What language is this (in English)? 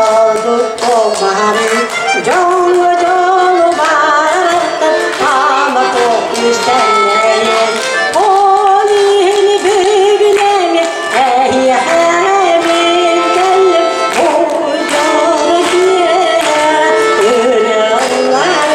Yakut